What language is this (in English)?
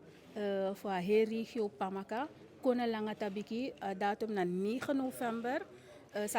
Eastern Maroon Creole